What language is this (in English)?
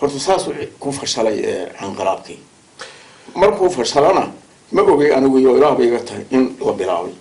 Somali